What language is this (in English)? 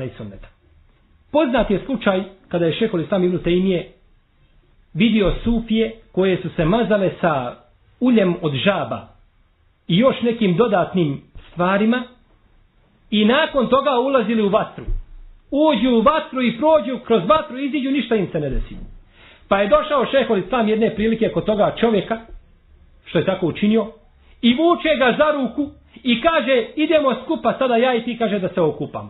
Bosnian